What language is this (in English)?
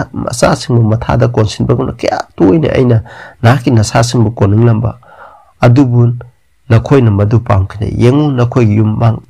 Manipuri